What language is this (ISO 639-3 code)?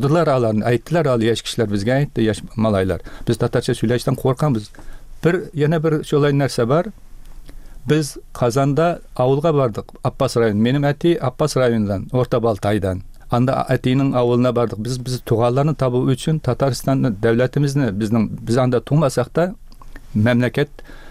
tat